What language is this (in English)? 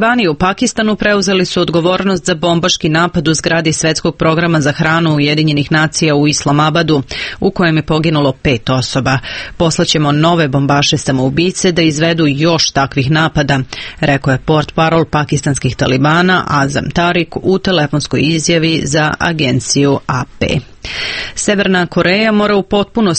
Serbian